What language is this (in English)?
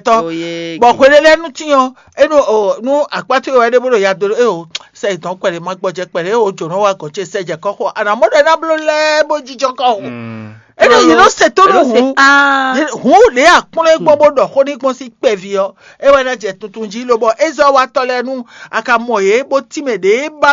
Fon